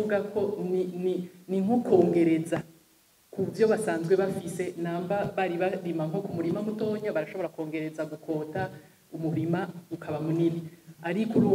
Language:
Rundi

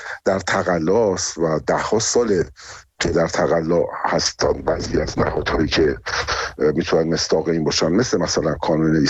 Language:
Persian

